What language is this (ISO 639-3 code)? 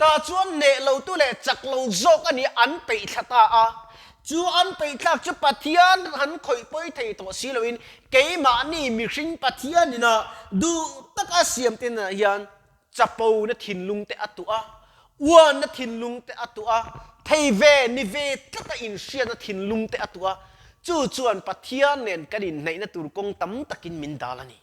lus